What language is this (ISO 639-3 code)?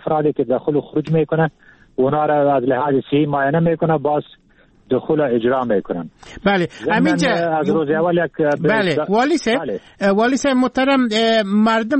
fas